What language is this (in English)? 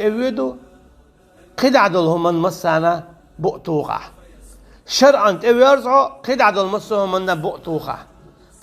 Chechen